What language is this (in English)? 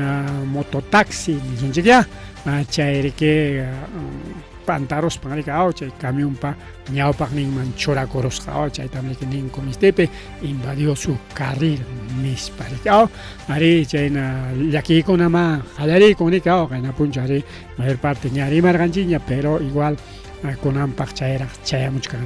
Ayacucho Quechua